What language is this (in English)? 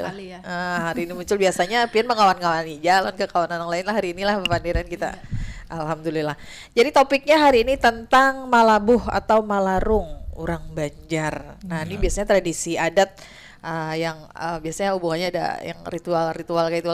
Banjar